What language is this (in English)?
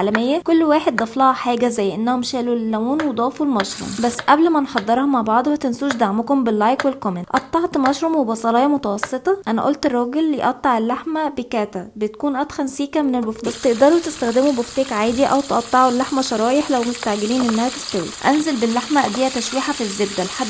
Egyptian Arabic